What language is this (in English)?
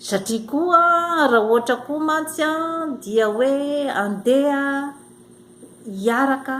Malagasy